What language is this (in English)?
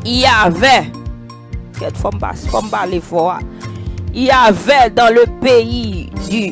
Haitian Creole